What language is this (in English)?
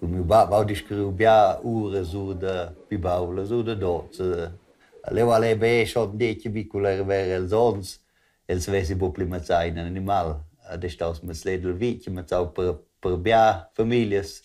Romansh